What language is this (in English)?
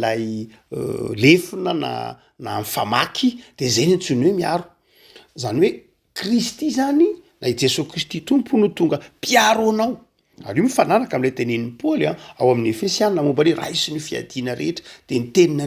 Malagasy